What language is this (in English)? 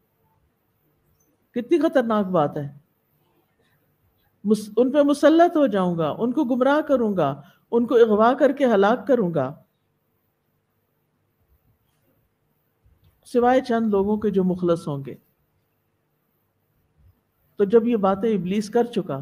Urdu